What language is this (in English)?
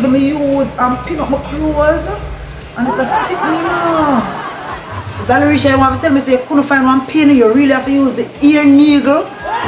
Jamaican Creole English